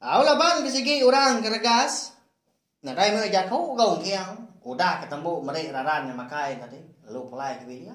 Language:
Iban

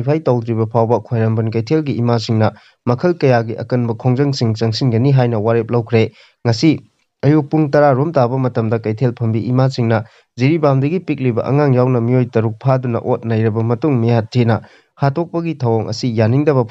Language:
Manipuri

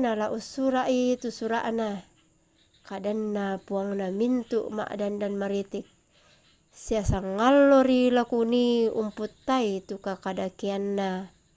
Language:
Toraja-Sa'dan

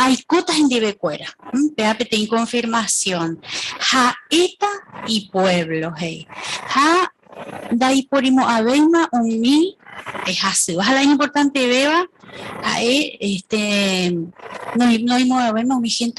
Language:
Guarani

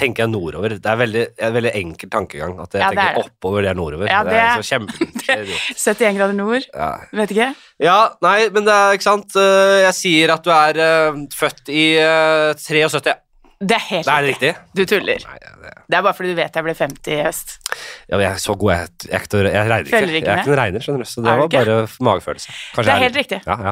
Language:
Norwegian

